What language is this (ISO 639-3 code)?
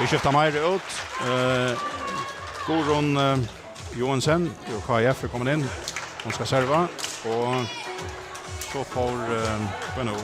fao